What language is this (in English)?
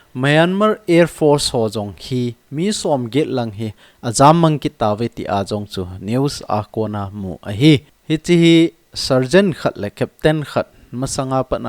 Thado Chin